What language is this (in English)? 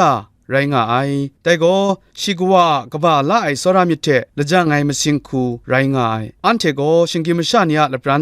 Kachin